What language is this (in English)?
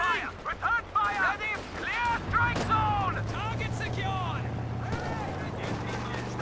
English